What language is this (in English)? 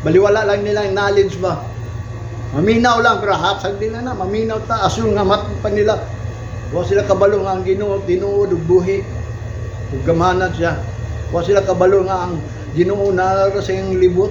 Cebuano